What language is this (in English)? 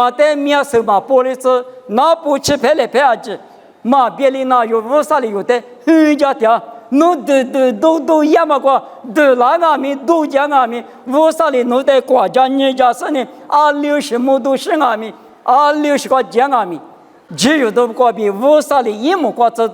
Lisu